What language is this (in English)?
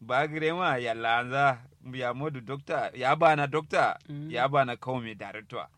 Kanuri